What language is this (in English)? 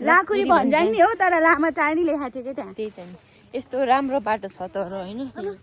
Nepali